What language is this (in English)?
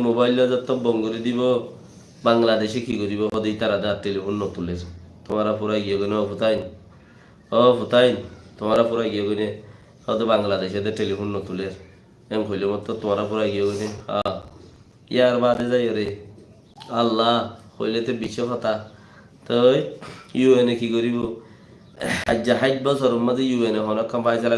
Rohingya